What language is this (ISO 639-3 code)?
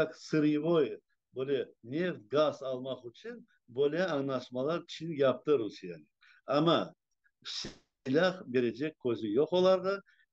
crh